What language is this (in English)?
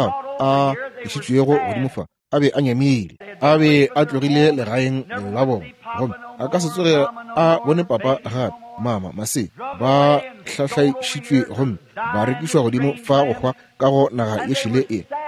Northern Sotho